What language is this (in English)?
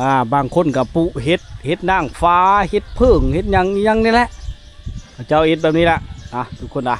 Lao